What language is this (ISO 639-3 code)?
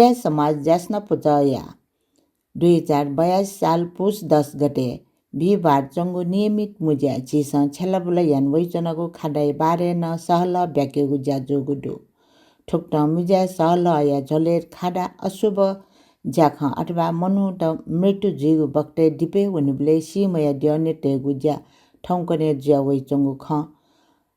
new